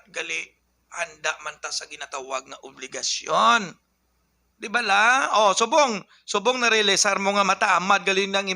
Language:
Hiligaynon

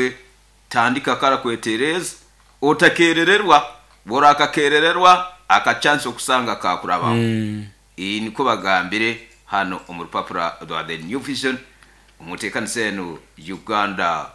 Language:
Nyoro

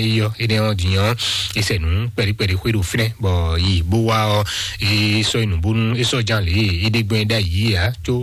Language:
Fon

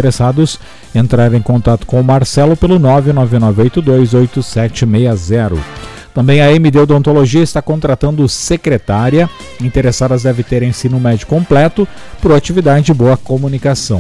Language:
Portuguese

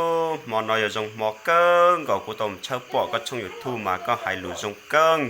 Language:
Hmong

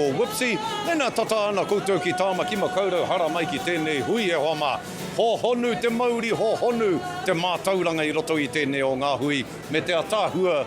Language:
Māori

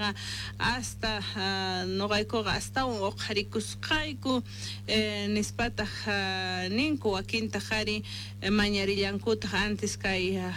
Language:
Quechua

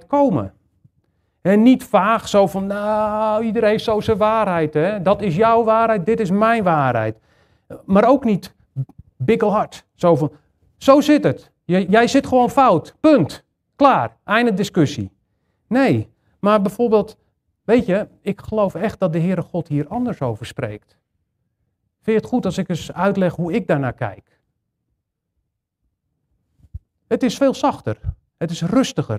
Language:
Dutch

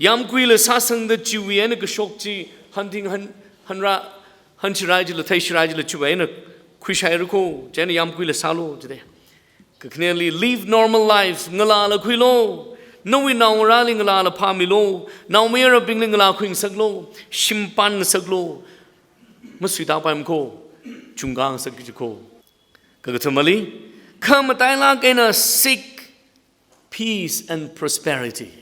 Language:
Tangkhul Naga (India)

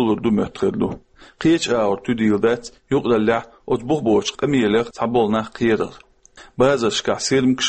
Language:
Chechen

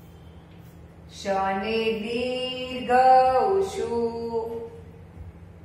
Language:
Gujarati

